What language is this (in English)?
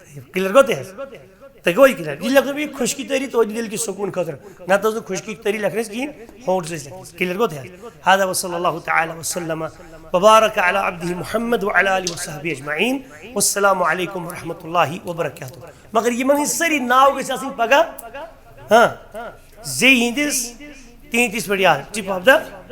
Kashmiri